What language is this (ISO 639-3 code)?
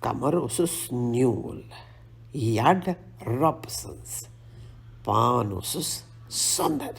kas